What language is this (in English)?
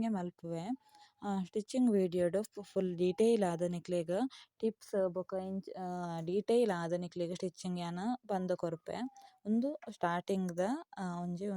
Tulu